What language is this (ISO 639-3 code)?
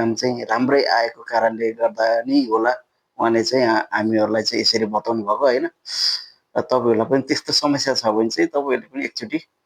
nep